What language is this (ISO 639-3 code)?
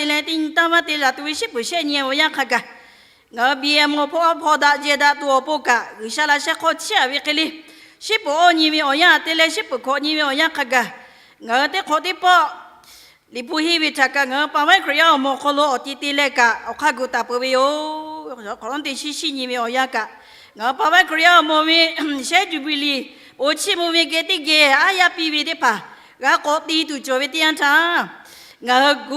lhu